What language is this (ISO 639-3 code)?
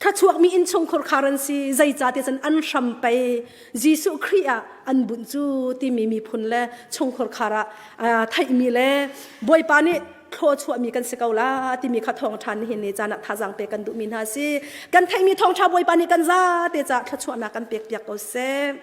cnh